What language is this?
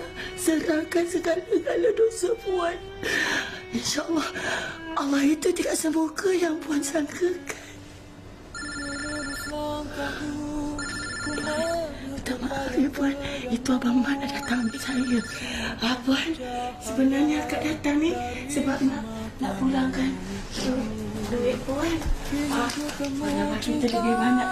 Malay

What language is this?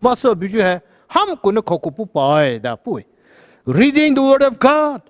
Poumei Naga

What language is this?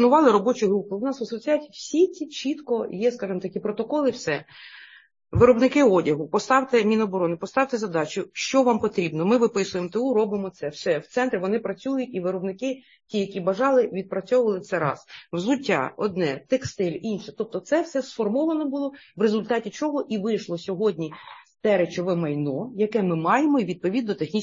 Ukrainian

